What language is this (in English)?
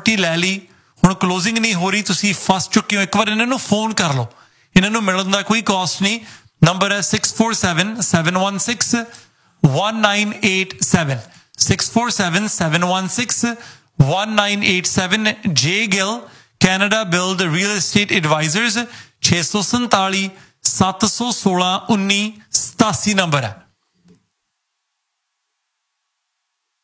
Punjabi